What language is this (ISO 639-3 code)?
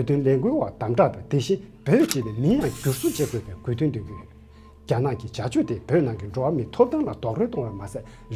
bod